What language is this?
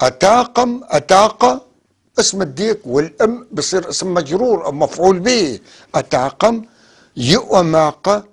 North Levantine Arabic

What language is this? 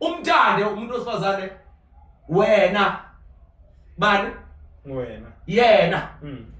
Zulu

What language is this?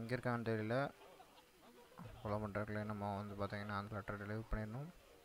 Tamil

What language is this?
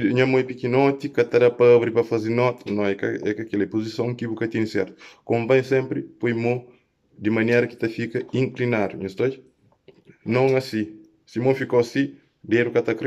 Kabuverdianu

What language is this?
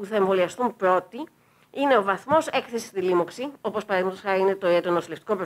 Greek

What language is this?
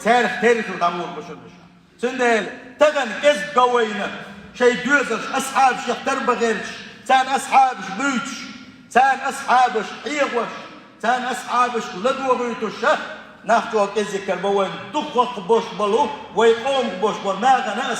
Chechen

